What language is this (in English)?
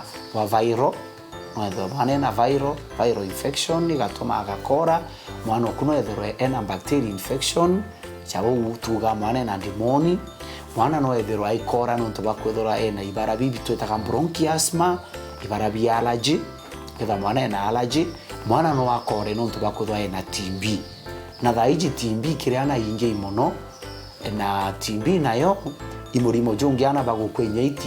Meru